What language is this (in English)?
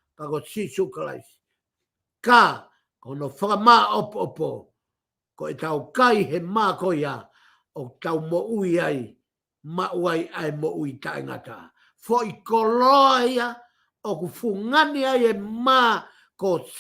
Tongan